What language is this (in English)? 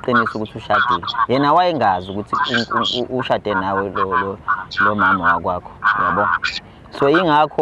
Zulu